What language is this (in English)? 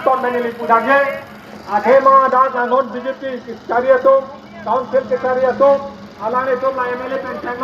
Karbi